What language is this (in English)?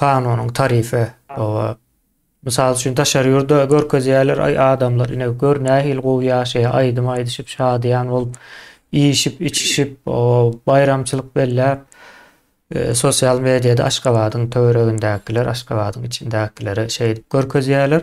Turkmen